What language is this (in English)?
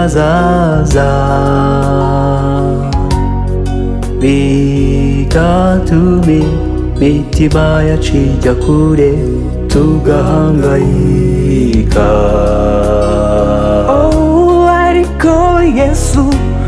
Kinyarwanda